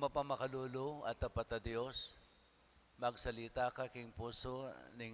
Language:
Pampanga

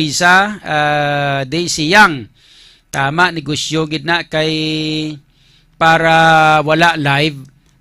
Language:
Hiligaynon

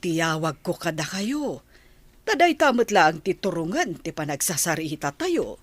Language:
Iloko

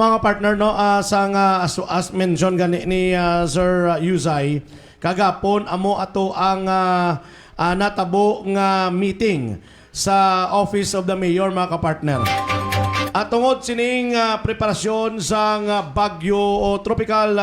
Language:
Hiligaynon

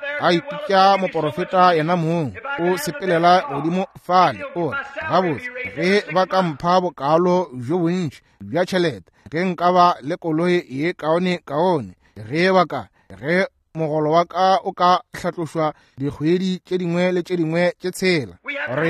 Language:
Northern Sotho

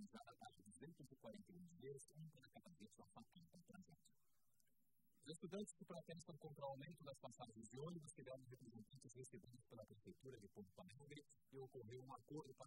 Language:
Portuguese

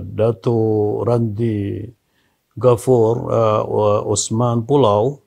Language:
Maranao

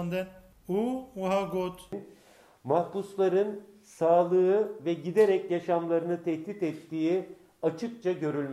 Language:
Kurdish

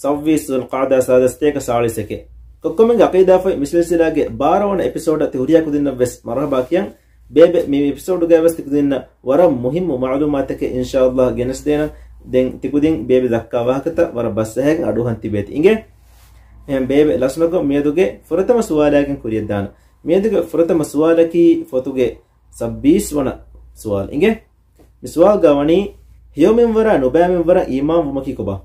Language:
Divehi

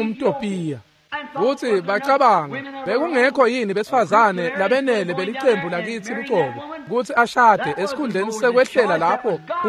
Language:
Swati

